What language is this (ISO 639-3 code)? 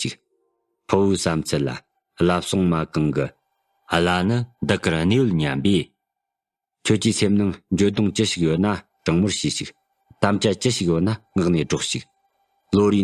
bod